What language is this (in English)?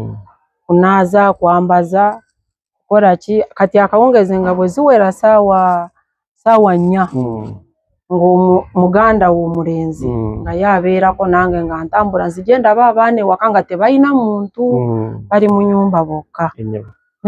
Ganda